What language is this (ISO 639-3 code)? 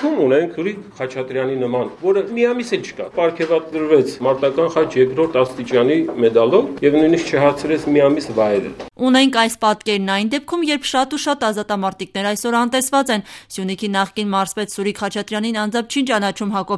hye